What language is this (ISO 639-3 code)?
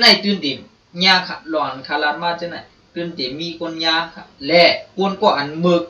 shn